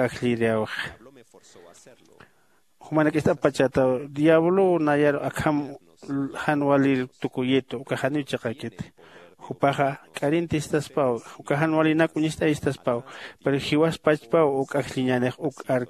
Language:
Aymara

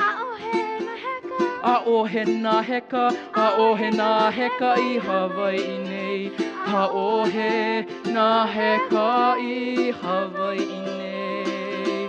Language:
Hawaiian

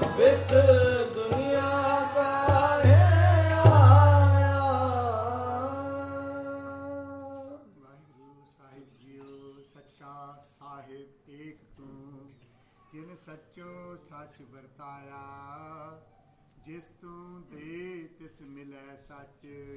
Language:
Punjabi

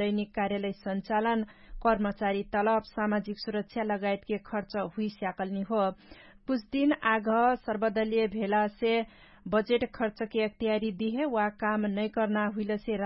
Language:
Dangaura Tharu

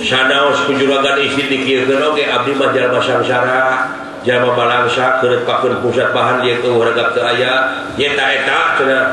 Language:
Sundanese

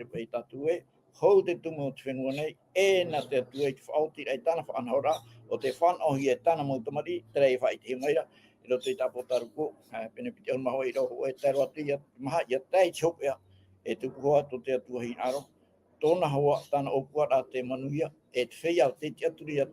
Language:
Tahitian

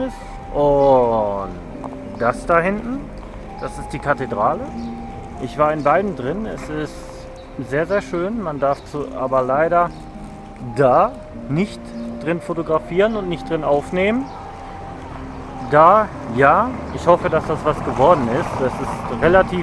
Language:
German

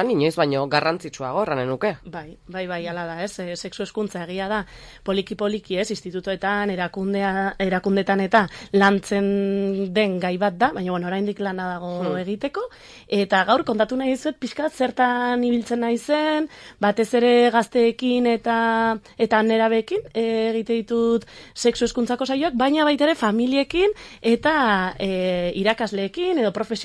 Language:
Basque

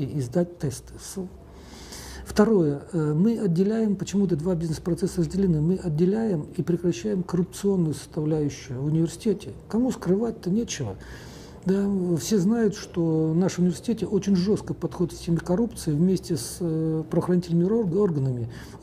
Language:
Russian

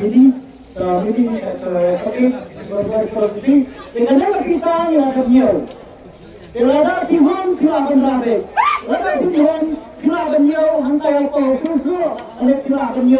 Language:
Khasi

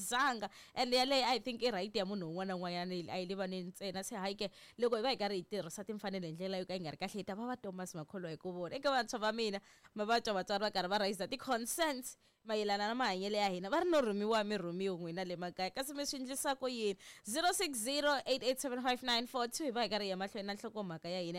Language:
Tsonga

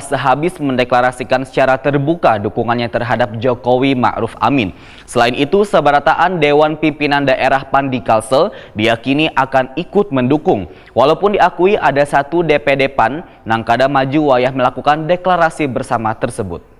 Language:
Banjar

